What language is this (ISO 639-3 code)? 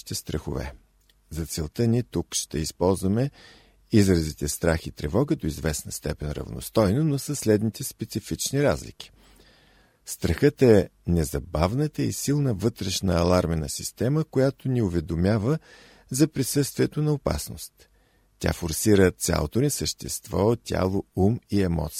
bul